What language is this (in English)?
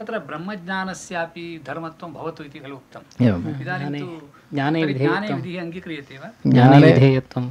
Sanskrit